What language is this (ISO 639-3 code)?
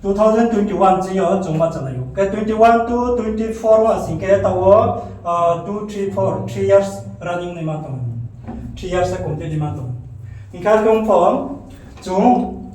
ria